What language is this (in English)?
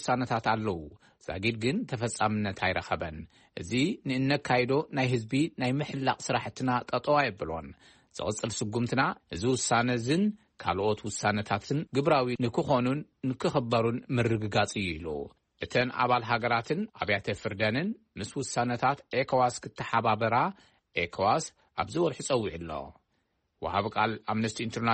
Tigrinya